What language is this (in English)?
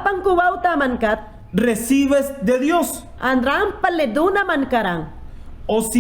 Mayangna